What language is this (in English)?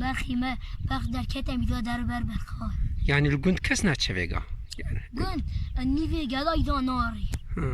Kurdish